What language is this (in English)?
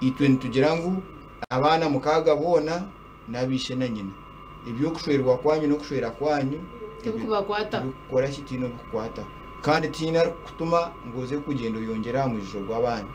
Nyankole